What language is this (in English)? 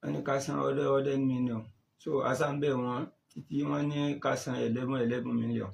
Yoruba